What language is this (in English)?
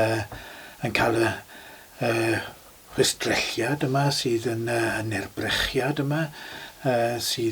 Welsh